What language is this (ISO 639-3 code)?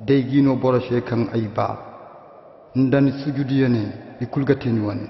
ses